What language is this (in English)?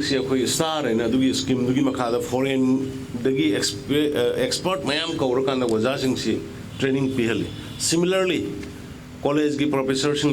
Manipuri